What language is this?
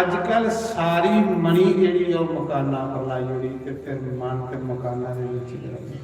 Dogri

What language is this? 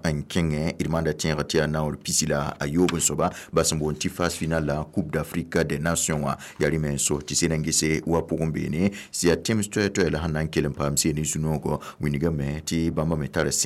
Mossi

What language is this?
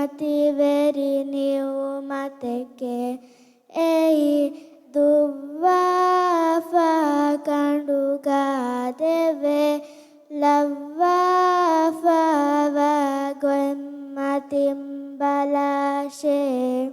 Divehi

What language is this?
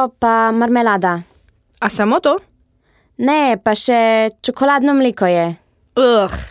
Slovenian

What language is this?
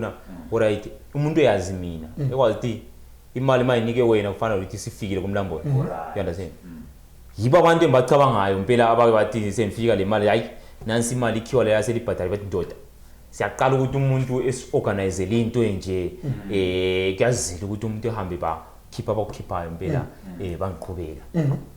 Zulu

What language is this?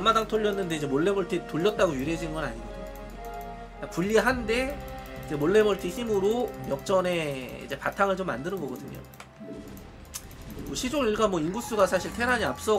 Korean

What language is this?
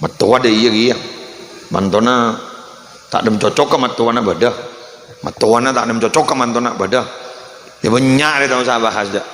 Madurese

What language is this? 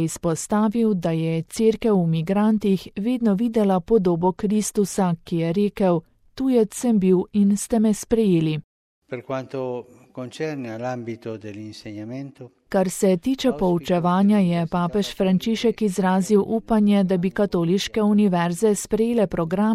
Slovenian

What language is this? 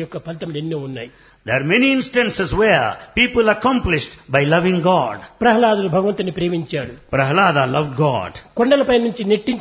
Telugu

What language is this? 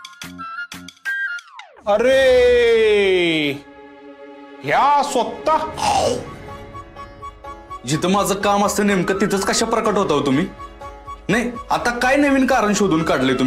Marathi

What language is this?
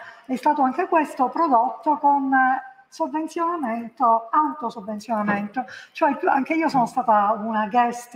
Italian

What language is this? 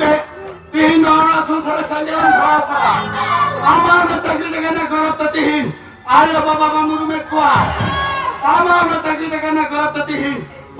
Santali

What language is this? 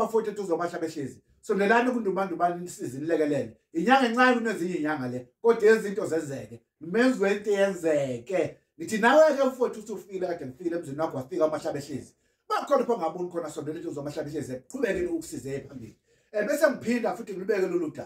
Zulu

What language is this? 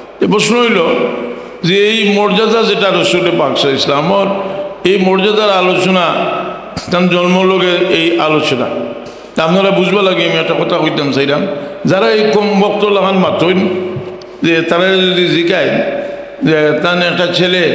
Sylheti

